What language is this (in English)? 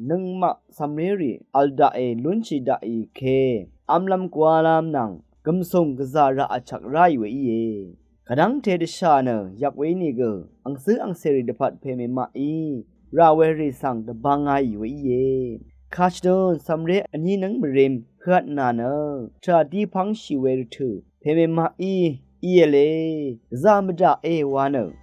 Rawang